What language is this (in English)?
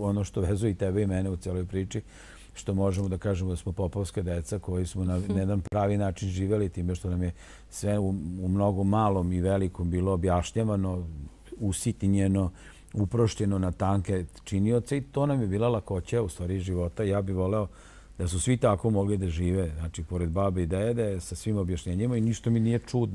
Serbian